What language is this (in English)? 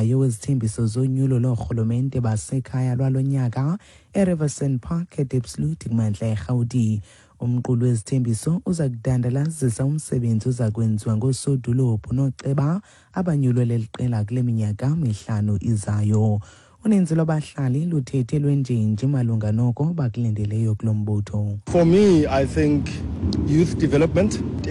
Xhosa